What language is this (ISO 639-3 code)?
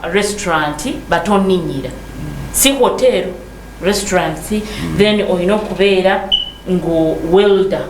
lug